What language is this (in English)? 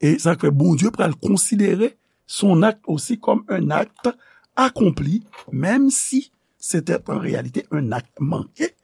Haitian Creole